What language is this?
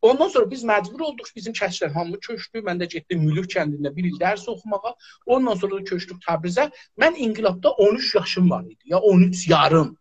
South Azerbaijani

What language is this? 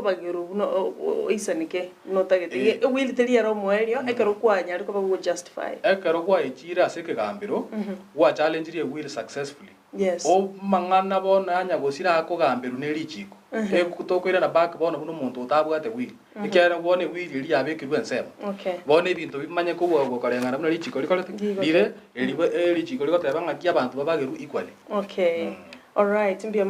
Gusii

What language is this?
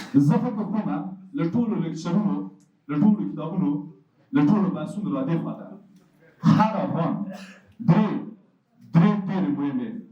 Pashto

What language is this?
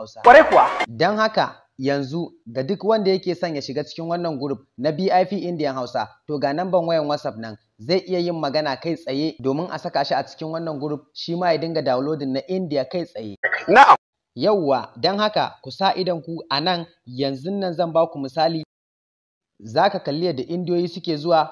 Hausa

